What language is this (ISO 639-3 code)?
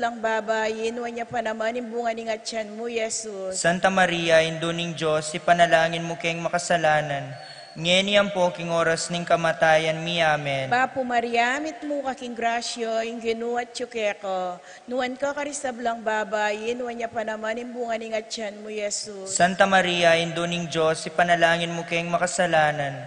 pam